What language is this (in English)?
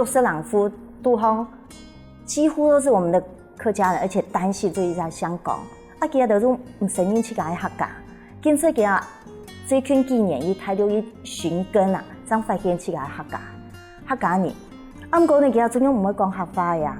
Hakka Chinese